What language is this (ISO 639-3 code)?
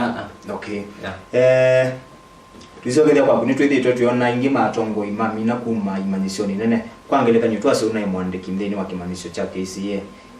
kam